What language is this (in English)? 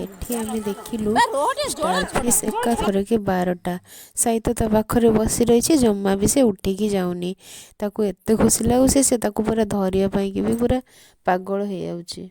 Odia